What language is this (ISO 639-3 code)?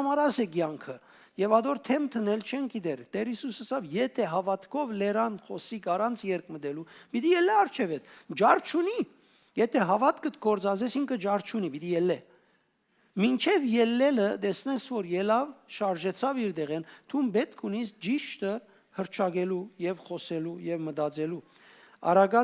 hyw